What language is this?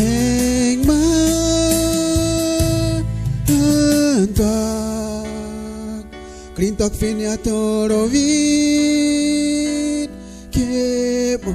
Kaingang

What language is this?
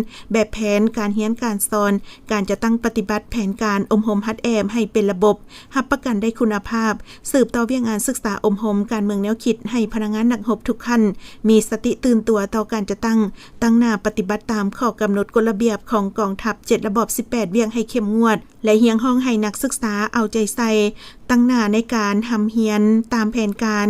Lao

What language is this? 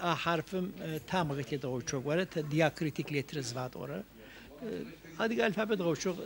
Adyghe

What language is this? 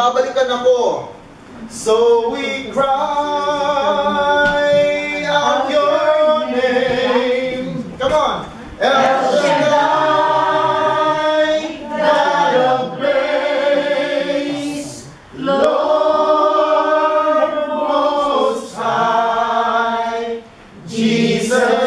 Filipino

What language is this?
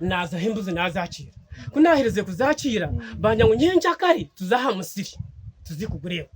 Nyankole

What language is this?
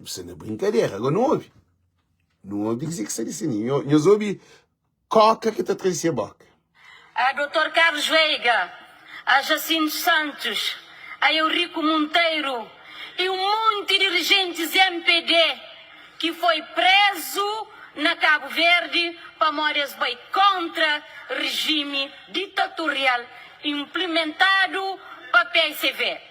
Kabuverdianu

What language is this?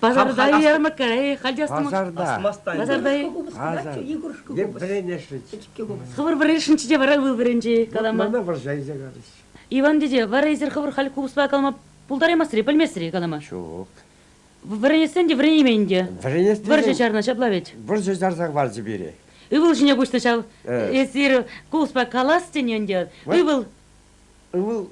Chuvash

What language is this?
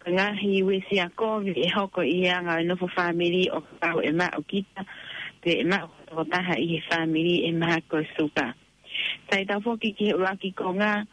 Tongan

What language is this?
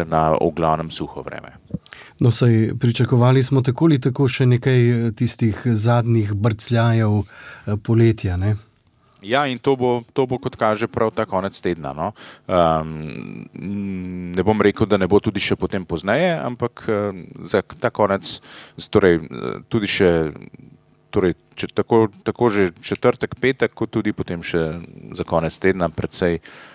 Slovenian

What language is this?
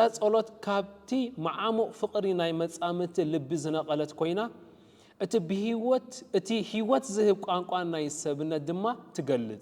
Tigrinya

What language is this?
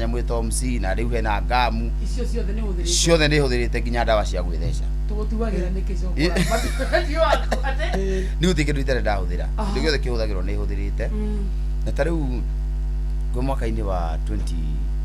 Kikuyu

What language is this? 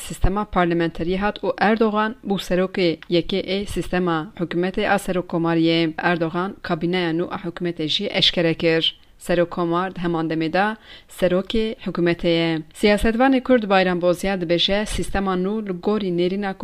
Kurdish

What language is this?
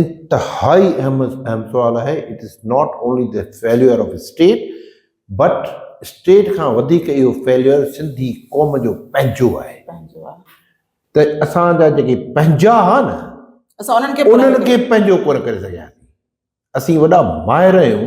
Sindhi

